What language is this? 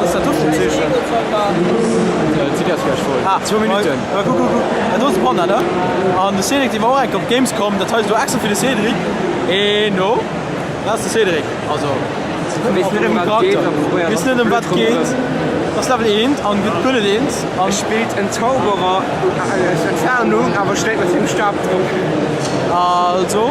Luxembourgish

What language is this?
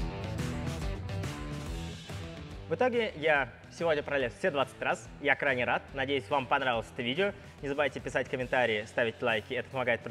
Russian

